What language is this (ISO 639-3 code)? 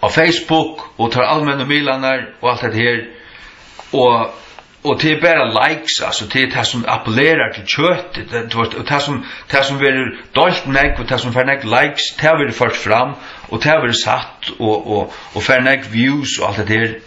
fao